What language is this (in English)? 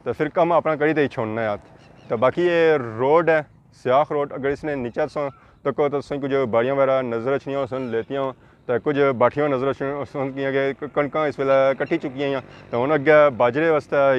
Pahari-Potwari